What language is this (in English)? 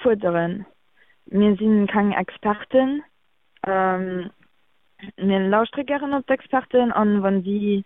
Luxembourgish